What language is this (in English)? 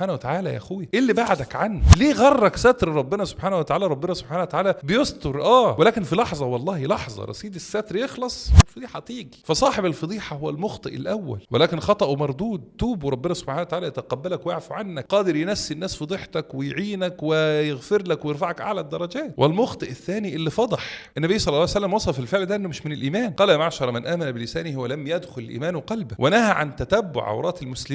Egyptian Arabic